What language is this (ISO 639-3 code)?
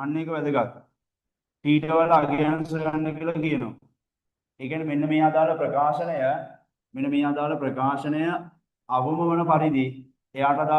sin